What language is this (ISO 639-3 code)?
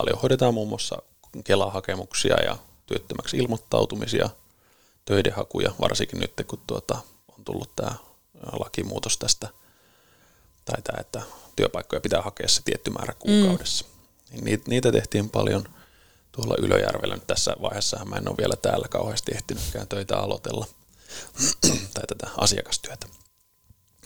fin